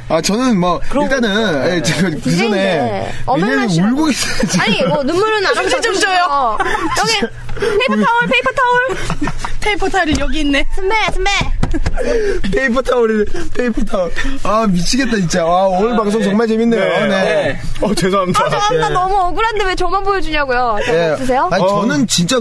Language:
Korean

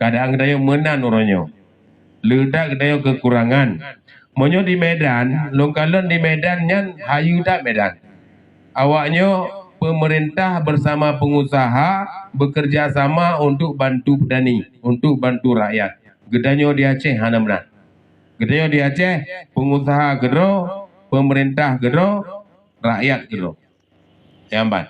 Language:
Achinese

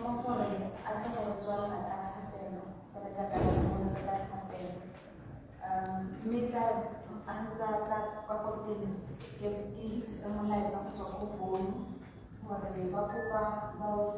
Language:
Tswana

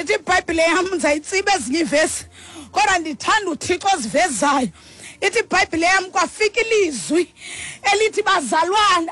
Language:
Xhosa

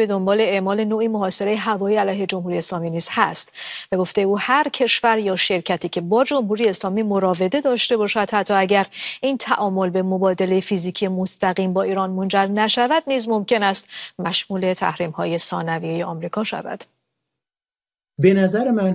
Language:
Persian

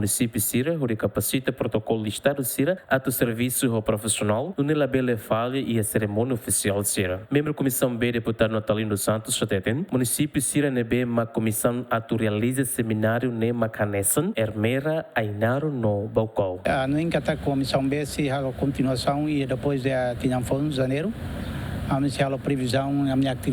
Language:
Tetum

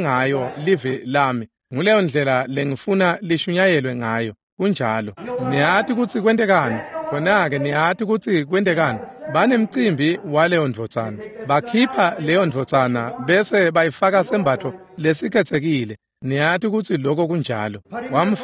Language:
Swati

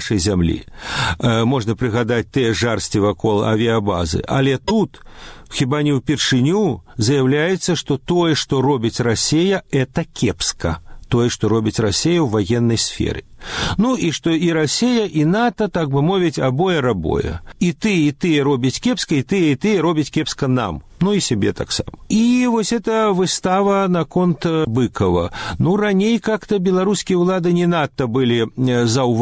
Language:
Belarusian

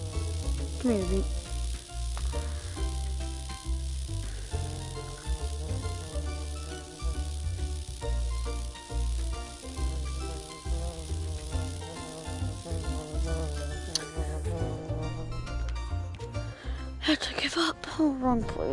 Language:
English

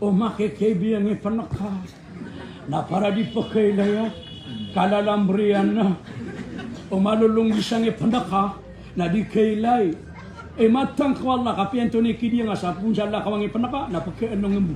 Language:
Maranao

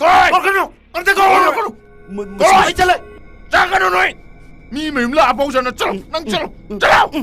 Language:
Manipuri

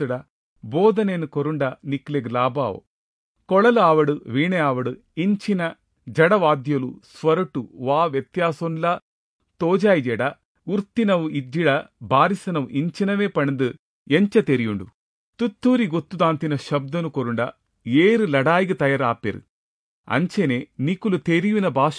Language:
Tulu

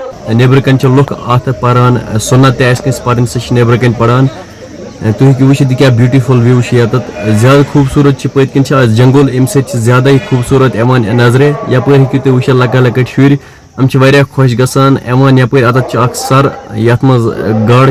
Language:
Kashmiri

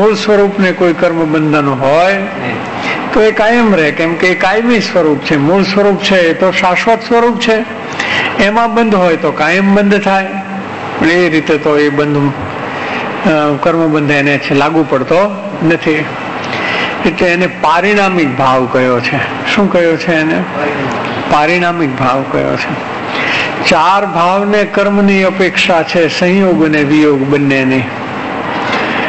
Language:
Gujarati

